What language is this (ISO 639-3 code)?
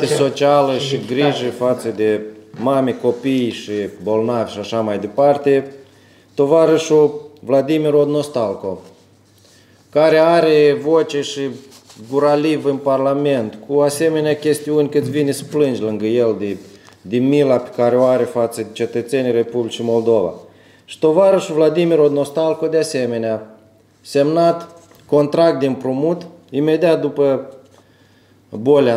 ron